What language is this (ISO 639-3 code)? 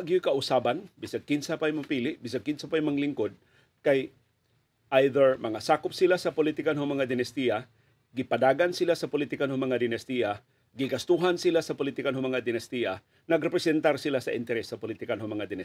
ceb